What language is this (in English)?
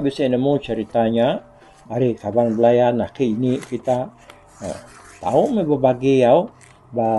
Iban